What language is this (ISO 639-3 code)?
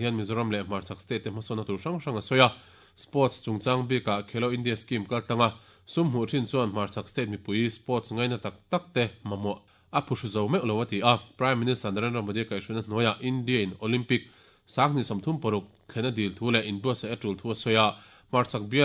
lus